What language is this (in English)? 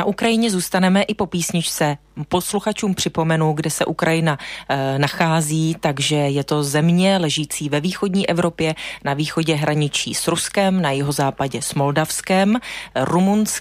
Czech